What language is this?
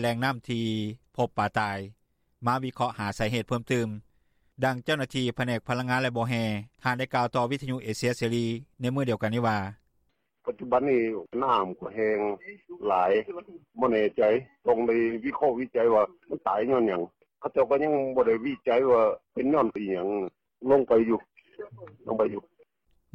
Lao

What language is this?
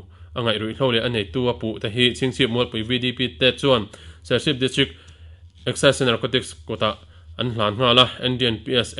Mizo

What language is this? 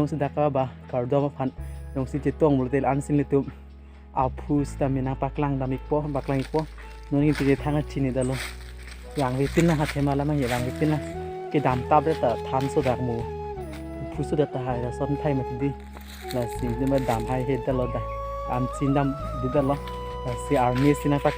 Karbi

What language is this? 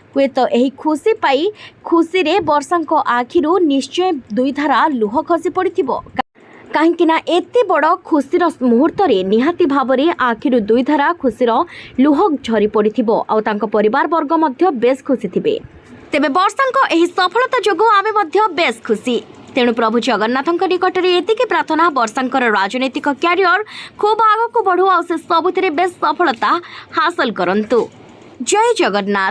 Odia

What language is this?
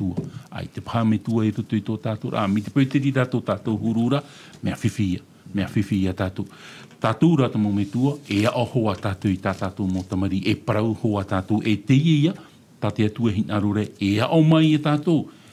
Tahitian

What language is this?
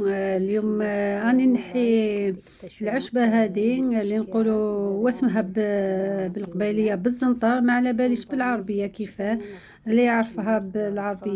Algerian Arabic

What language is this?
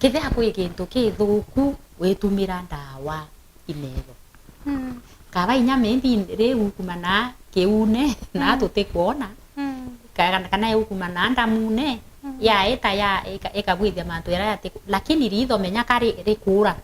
Meru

